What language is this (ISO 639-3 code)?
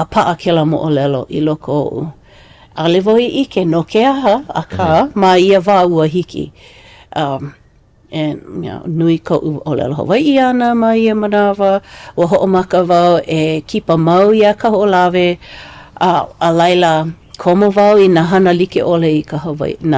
haw